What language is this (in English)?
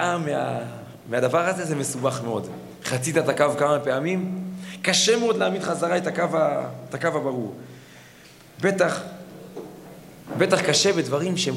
Hebrew